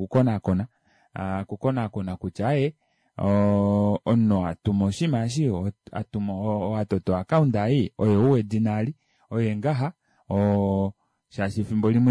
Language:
Kuanyama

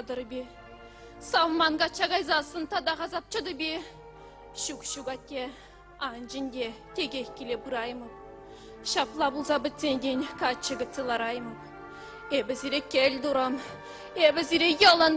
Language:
Chuvash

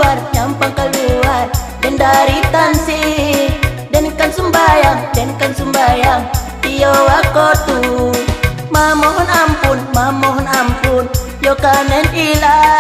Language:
Minangkabau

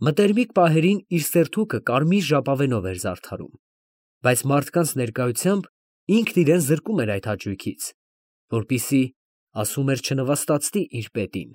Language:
Armenian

